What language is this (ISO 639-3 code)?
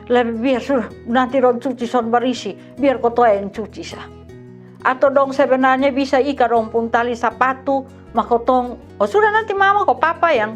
mkn